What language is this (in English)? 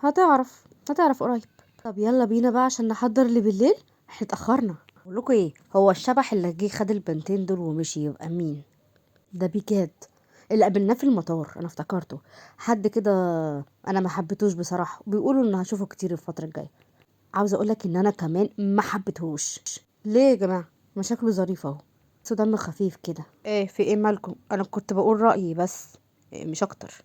Egyptian Arabic